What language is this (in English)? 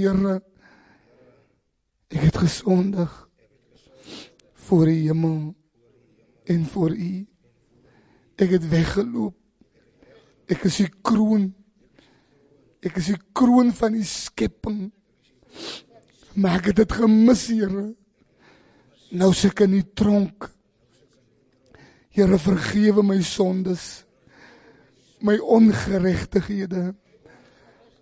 Afrikaans